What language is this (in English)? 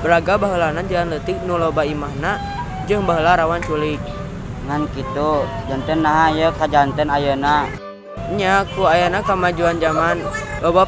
Sundanese